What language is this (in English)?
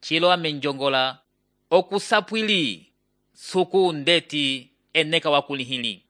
Umbundu